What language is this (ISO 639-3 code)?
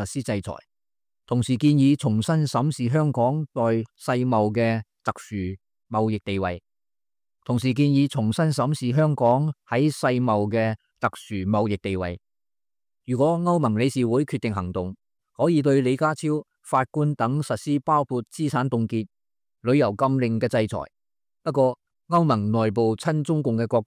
yue